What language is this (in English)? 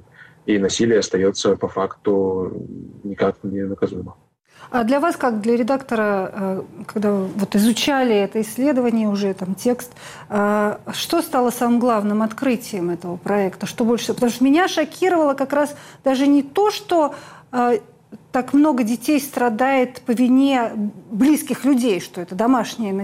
Russian